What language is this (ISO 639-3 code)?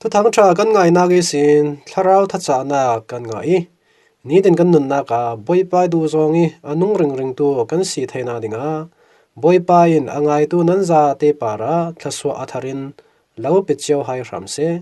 cfm